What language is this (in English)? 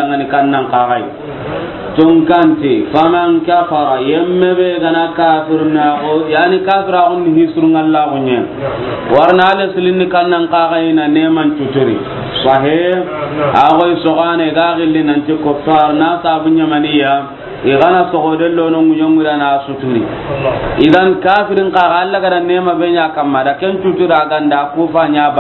Soninke